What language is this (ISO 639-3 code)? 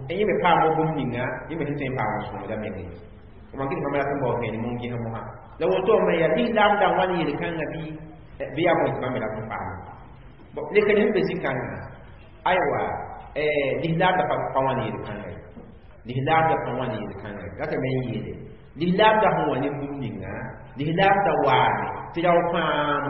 mos